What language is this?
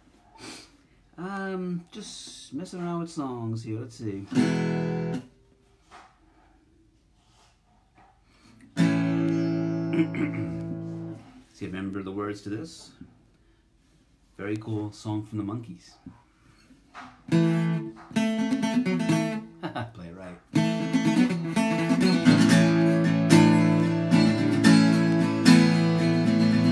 English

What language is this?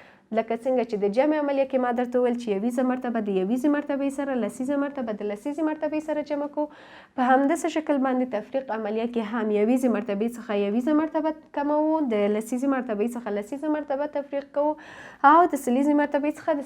Pashto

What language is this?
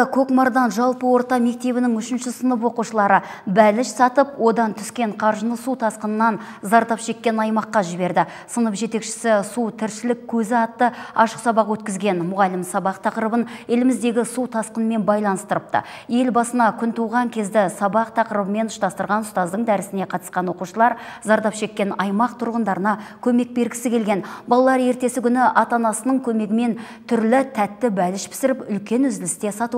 Kazakh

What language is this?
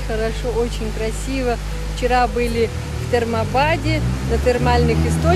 Russian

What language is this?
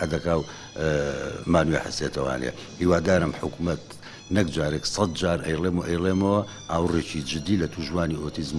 Central Kurdish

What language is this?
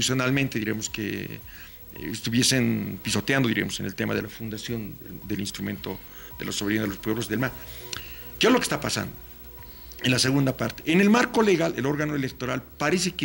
Spanish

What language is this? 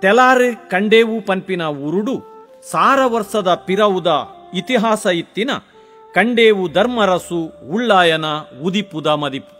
Tulu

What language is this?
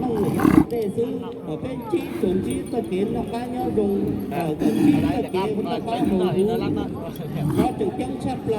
Hmong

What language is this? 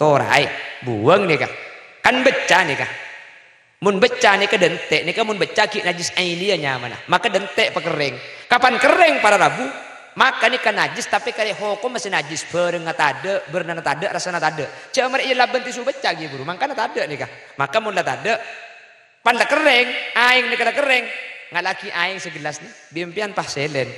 Madurese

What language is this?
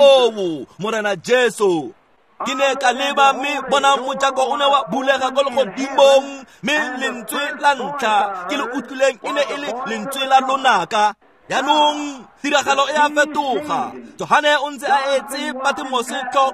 Tswana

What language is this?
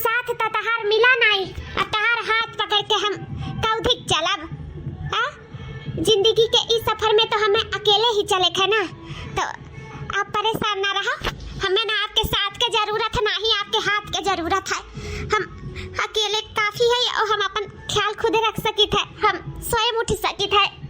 Awadhi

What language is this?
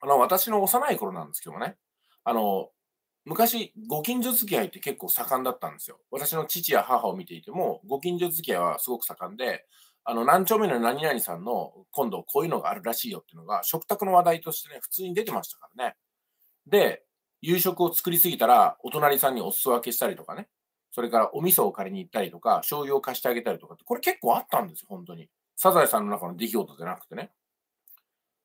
Japanese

